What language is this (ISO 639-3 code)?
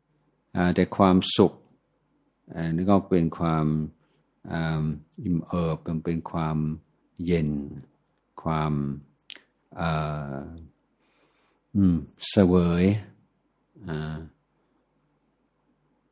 tha